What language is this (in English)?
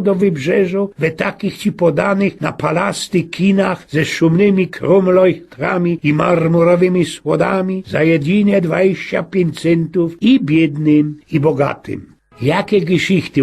Silesian